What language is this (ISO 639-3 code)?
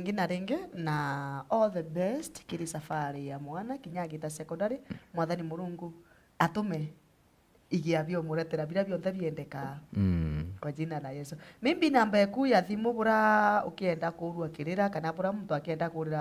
mer